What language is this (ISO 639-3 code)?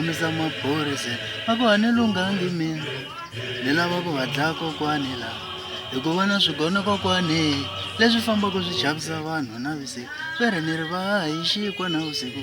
tso